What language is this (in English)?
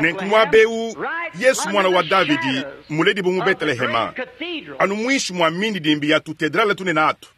Luba-Lulua